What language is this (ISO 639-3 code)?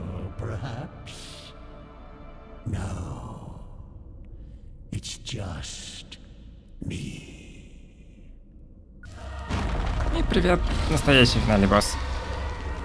rus